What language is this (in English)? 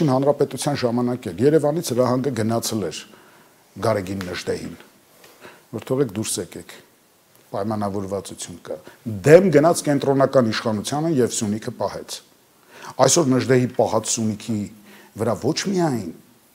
Armenian